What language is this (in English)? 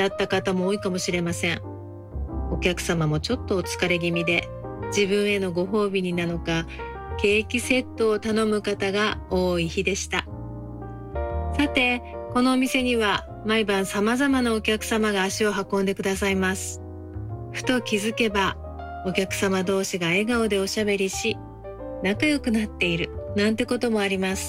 Japanese